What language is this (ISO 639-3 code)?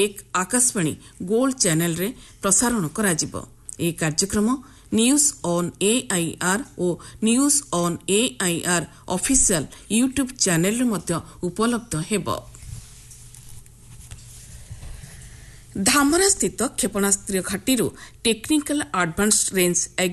ori